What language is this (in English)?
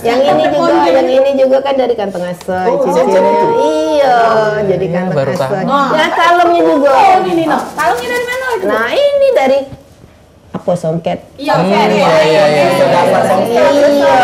Musi